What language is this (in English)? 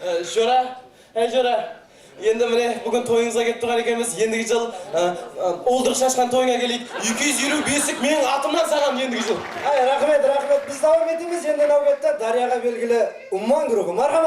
Kara-Kalpak